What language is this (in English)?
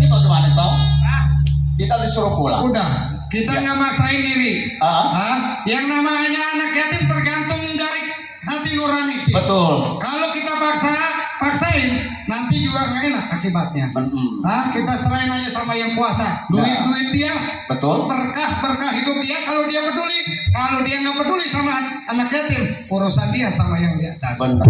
Betawi